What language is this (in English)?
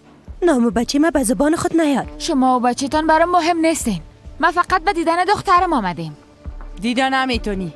Persian